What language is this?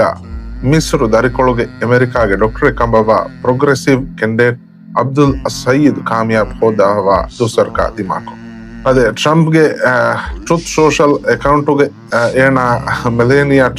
Divehi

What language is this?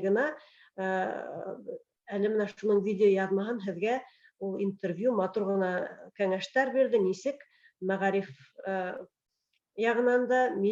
Bashkir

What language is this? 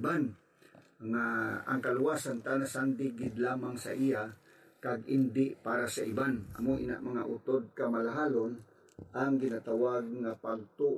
Hiligaynon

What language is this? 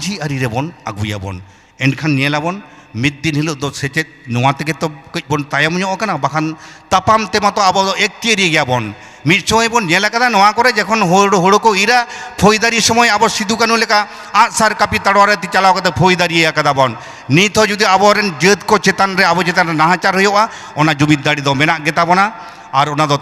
Santali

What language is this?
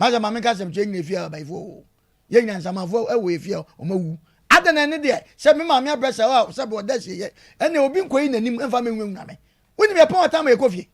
Akan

